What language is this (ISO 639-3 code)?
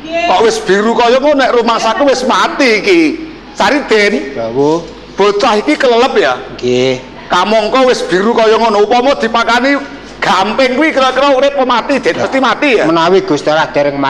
jav